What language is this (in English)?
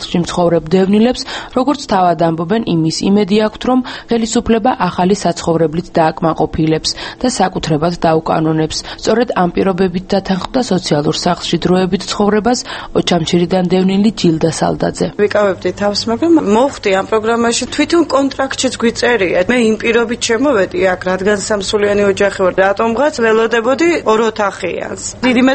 Georgian